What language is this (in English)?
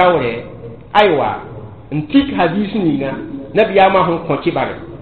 Mossi